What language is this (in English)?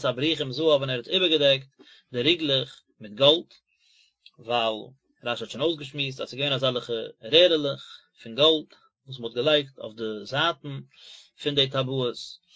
Yiddish